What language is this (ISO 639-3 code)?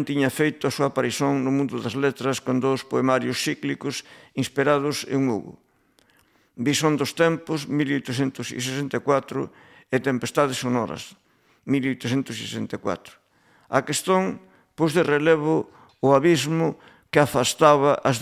glg